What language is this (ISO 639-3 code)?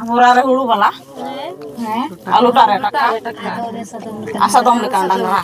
sat